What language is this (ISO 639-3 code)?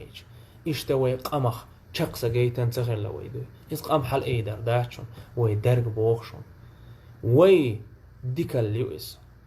che